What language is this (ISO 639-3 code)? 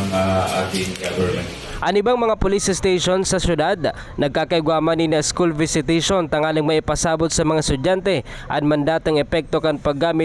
bik